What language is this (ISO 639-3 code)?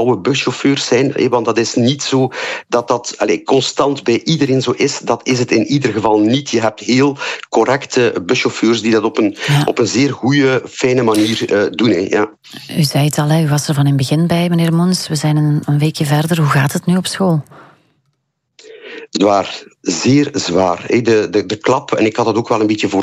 nld